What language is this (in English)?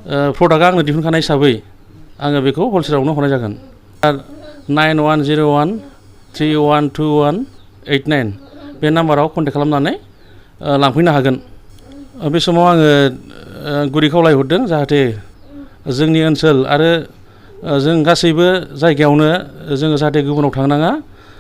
Bodo